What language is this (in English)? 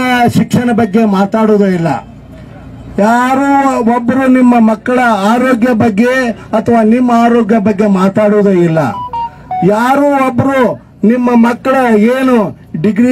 Kannada